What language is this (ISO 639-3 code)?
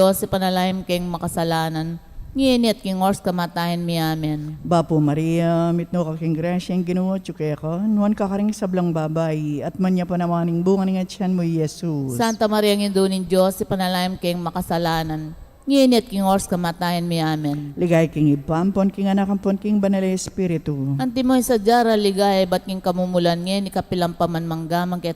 pam